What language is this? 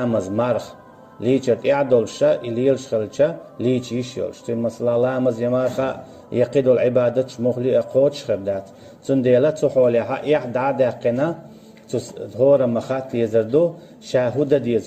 Chechen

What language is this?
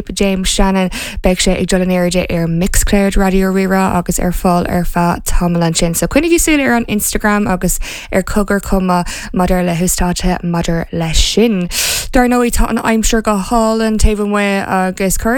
Irish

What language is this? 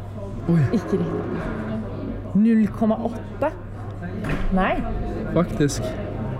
Norwegian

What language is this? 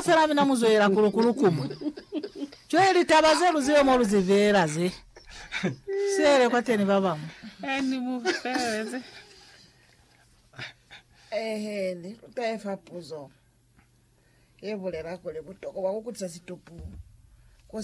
Lozi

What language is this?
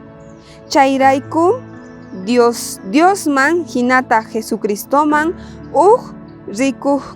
South Bolivian Quechua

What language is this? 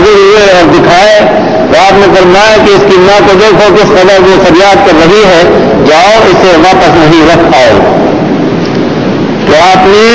Urdu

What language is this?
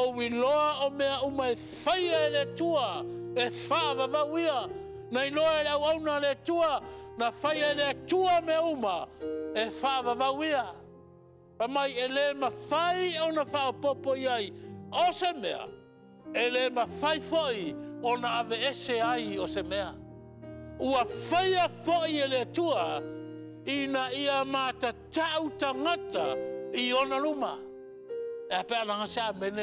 Samoan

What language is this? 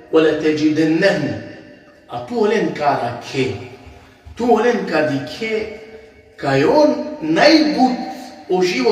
Balkan Romani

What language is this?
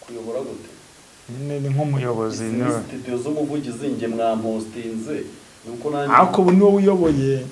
Kinyarwanda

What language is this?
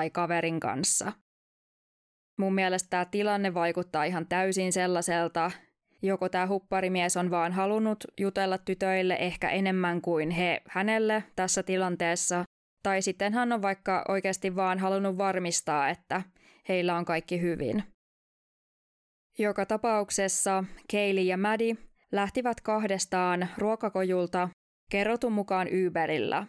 Finnish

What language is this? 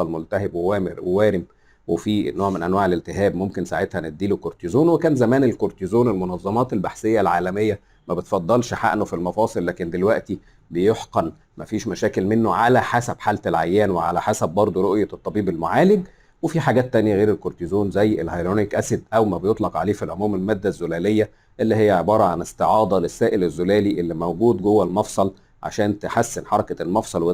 Egyptian Arabic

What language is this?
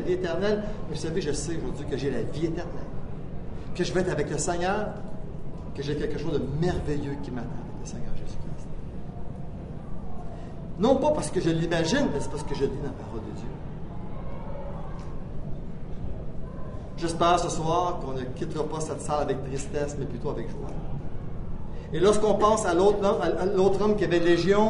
French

